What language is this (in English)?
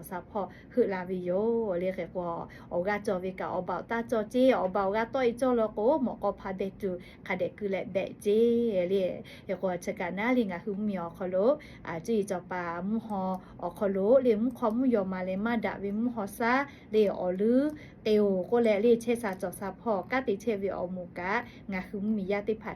Lahu